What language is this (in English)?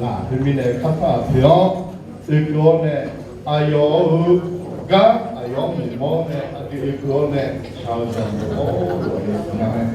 Akha